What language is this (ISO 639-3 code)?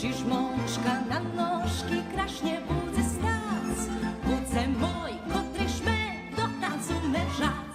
rue